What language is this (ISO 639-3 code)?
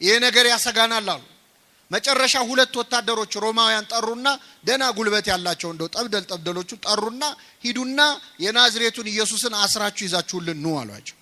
amh